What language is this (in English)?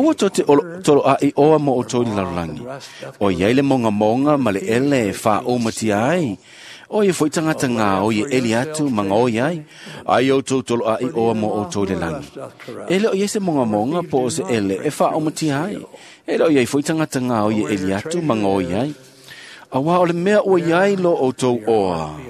Samoan